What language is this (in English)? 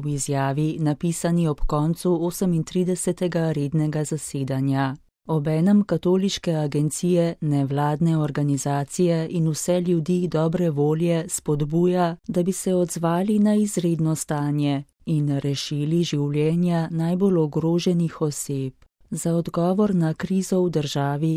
Slovenian